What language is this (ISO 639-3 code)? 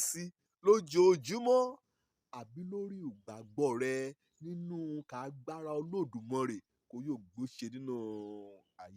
yor